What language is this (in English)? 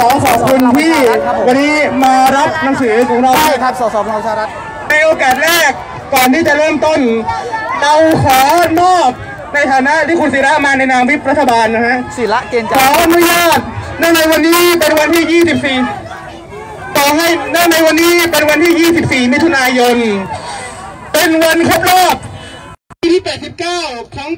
Thai